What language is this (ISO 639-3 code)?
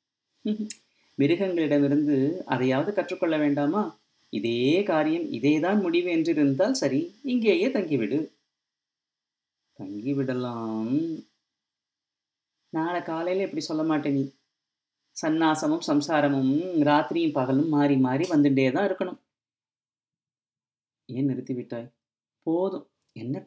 tam